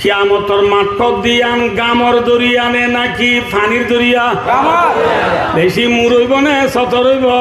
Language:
Rohingya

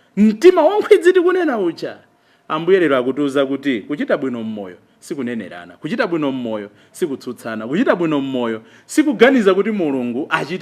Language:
Nyanja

